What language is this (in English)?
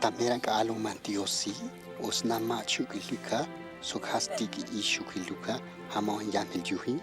Tojolabal